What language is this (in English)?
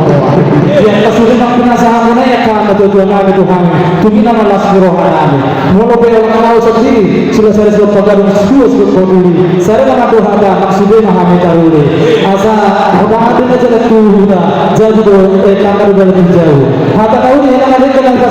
Batak Toba